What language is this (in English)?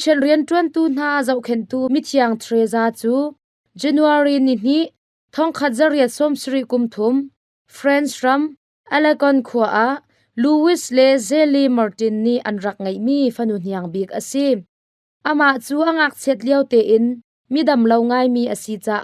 Hakha Chin